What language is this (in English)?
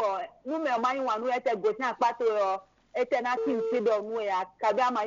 Fon